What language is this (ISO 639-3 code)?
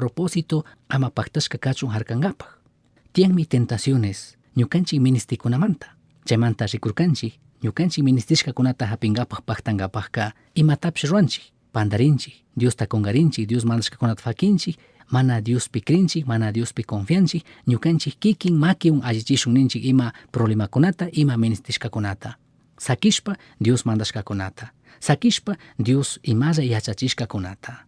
qug